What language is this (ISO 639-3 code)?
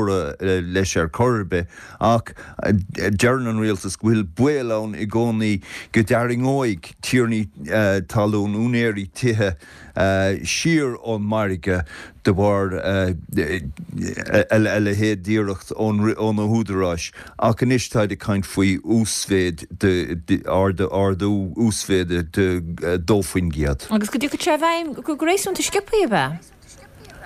gle